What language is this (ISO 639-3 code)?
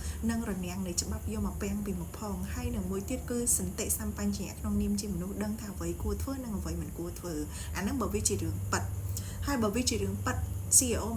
khm